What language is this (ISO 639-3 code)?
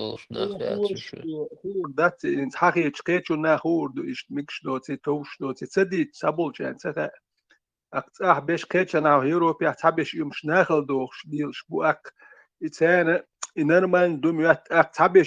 che